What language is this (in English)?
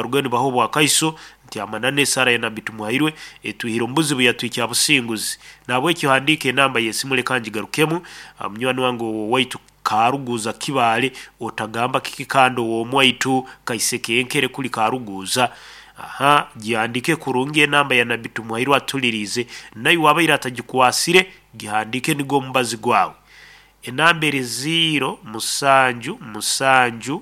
Nyoro